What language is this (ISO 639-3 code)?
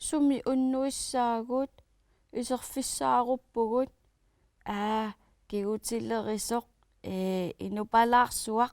kal